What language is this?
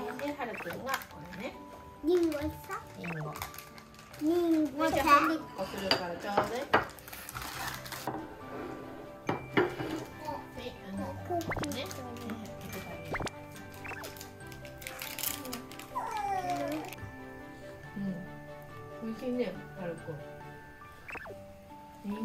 Japanese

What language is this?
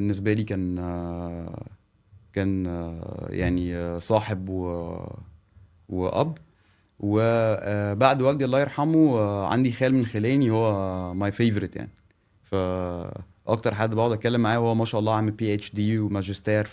Egyptian Arabic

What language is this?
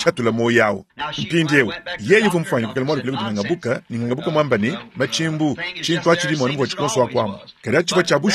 Luba-Lulua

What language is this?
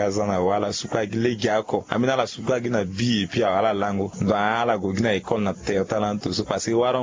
Sango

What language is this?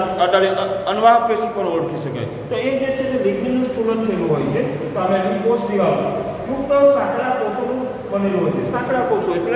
Gujarati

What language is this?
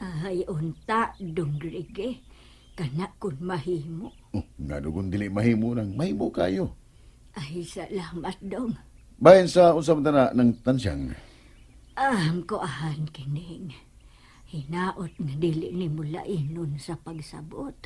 Cebuano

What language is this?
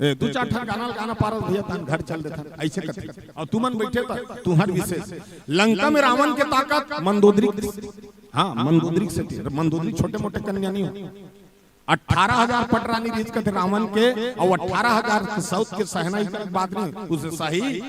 Chhattisgarhi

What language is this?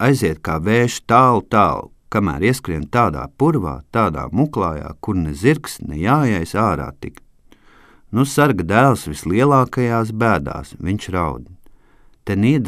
Latvian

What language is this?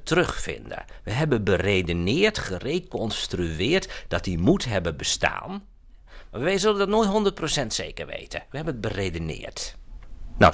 Dutch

